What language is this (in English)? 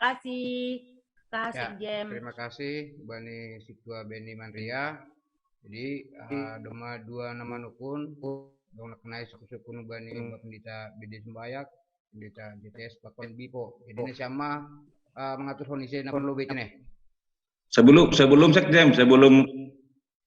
Batak Simalungun